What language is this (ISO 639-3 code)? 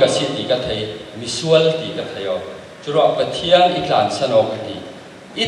cfm